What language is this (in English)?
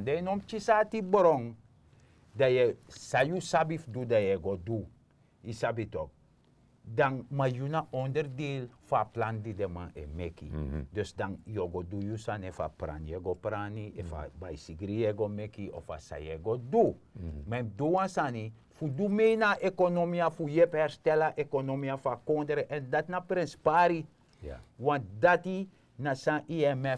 Sranan Tongo